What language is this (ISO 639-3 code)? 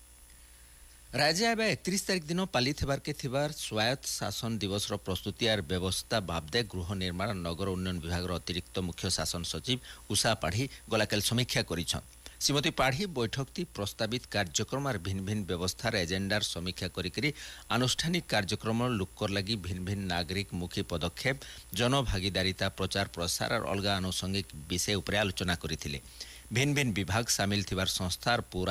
ori